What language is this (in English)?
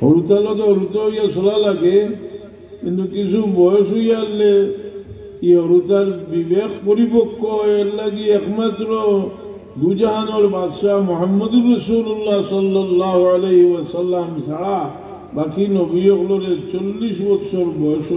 Sylheti